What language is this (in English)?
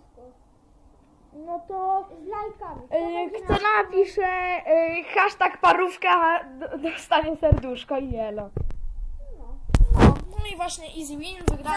Polish